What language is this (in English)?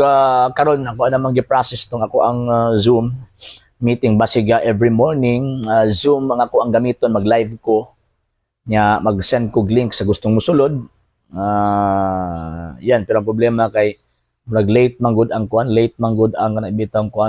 Cebuano